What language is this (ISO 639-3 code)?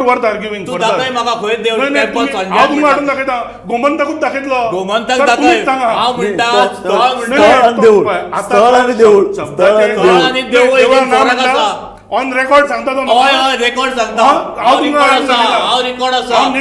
kok